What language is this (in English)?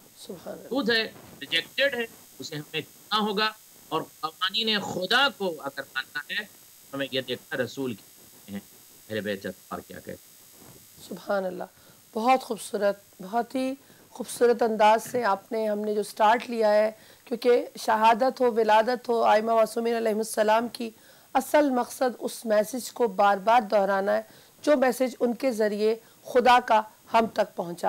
Urdu